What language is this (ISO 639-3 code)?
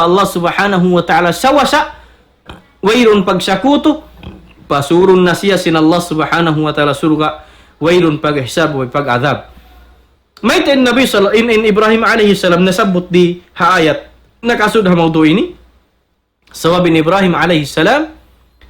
tsg